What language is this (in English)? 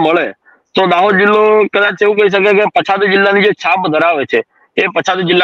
Gujarati